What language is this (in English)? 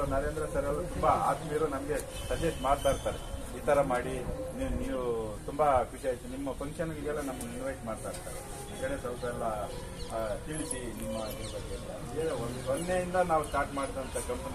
Kannada